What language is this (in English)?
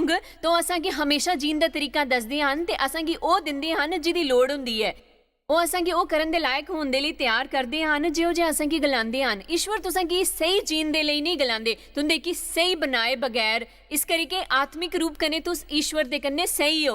Dogri